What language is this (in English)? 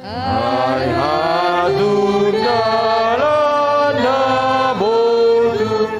Batak Simalungun